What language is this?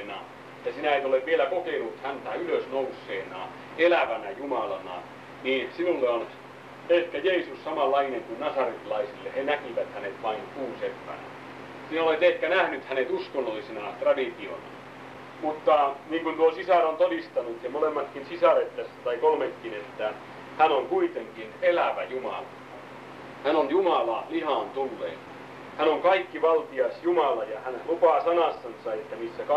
Finnish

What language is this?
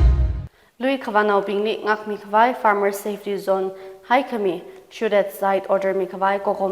Tangkhul Naga (India)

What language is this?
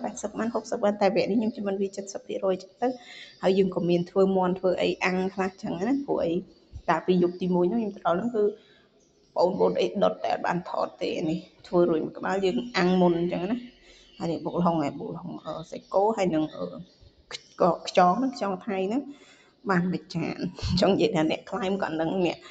Khmer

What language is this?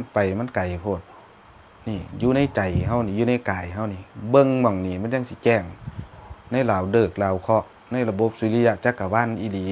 Northeastern Thai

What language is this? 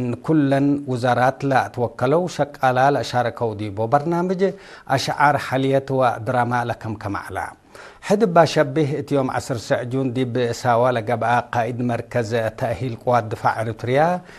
Tigre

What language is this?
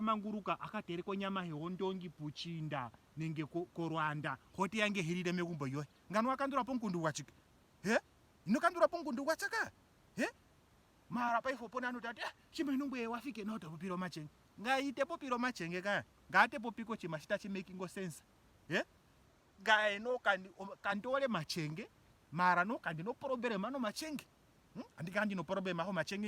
Ndonga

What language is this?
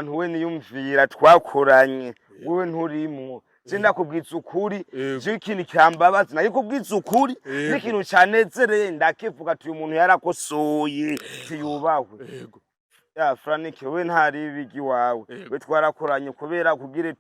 Rundi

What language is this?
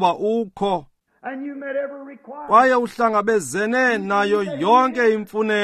Xhosa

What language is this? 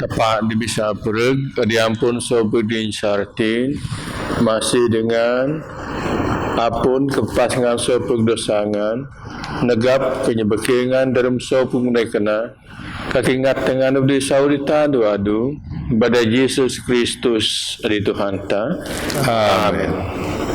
Biatah Bidayuh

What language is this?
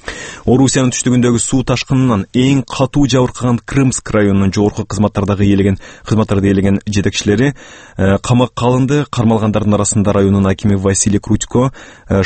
Kyrgyz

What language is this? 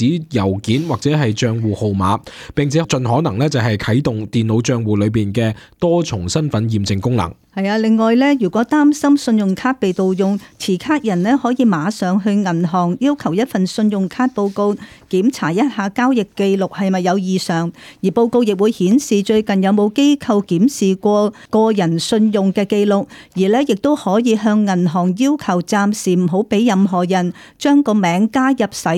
Cantonese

